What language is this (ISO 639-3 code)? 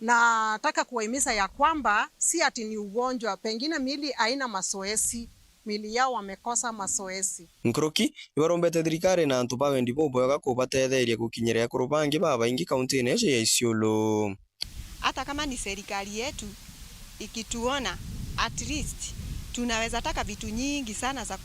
mer